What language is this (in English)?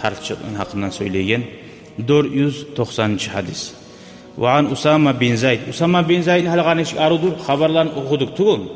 Kumyk